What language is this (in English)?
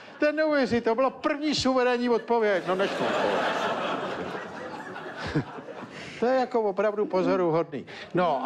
Czech